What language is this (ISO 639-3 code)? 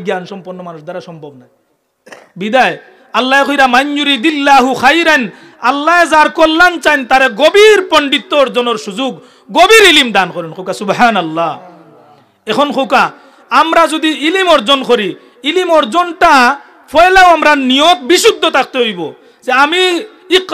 syl